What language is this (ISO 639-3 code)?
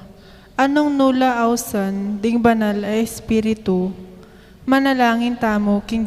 pam